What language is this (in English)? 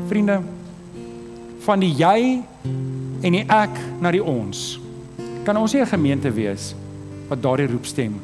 Afrikaans